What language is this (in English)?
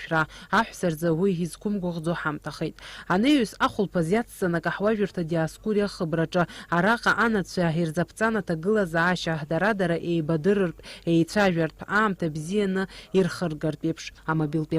Abkhazian